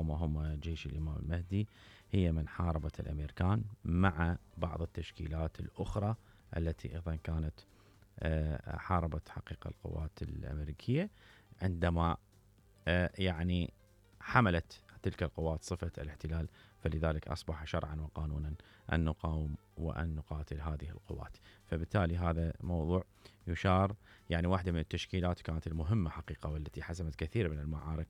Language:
Mesopotamian Arabic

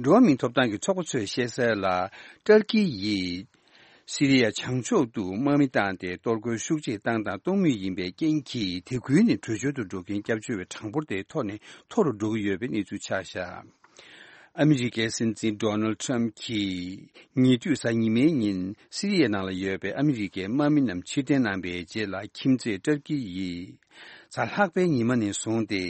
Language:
Tibetan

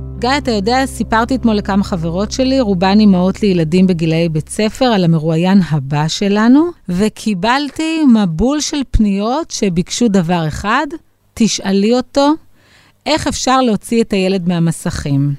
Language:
Hebrew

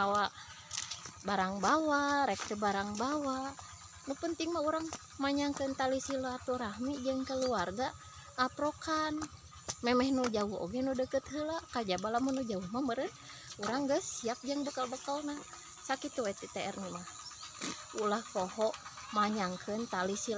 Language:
Sundanese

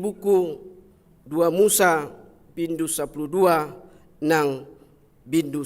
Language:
Batak Toba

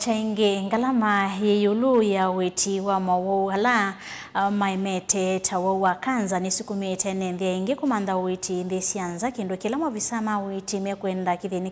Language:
Kamba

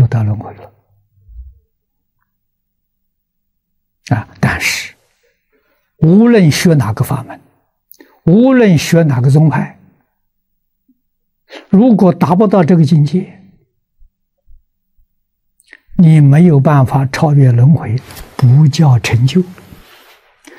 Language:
Chinese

